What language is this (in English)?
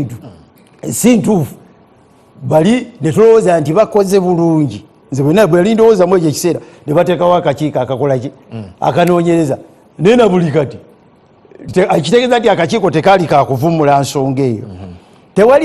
Ganda